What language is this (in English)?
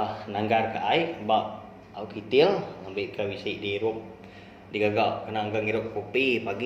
Iban